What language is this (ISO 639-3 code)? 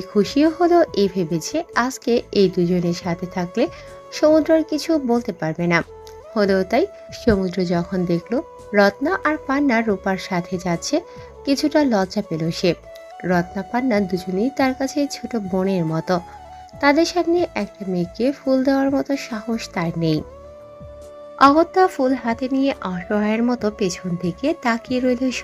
ben